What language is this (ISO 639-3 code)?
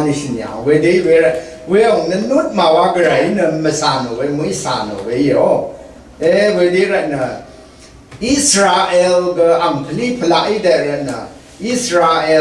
raw